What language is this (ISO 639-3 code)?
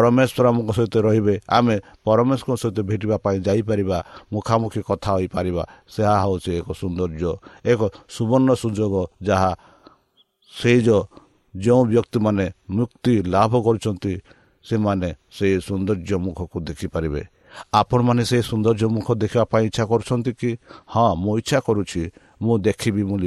ori